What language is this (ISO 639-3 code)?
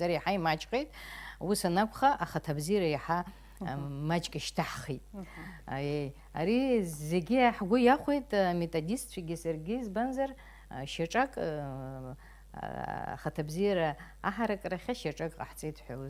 abk